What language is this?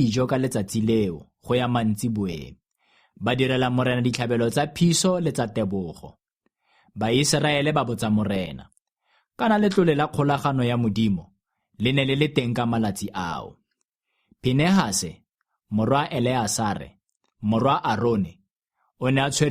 Tswana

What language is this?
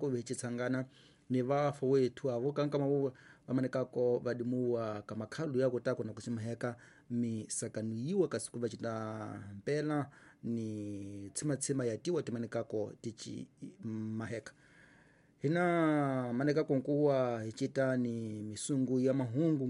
Tsonga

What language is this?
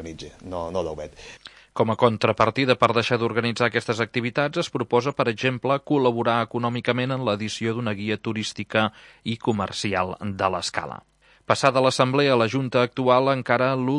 Catalan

